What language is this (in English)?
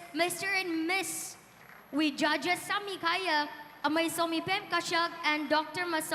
Tangkhul Naga (India)